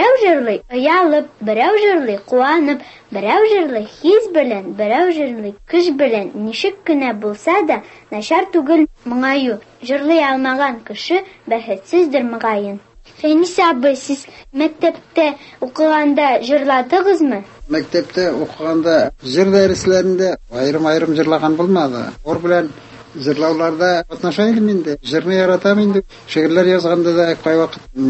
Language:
Tatar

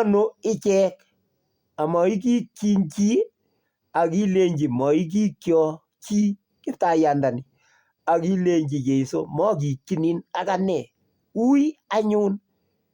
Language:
Kalenjin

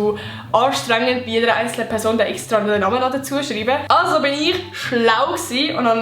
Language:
Swiss German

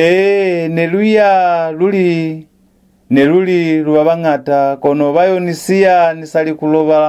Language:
Lozi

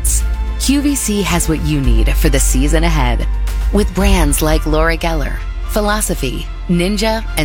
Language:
English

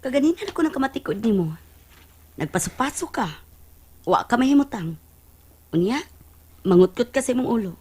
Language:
Cebuano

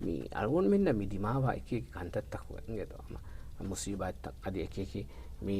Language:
Divehi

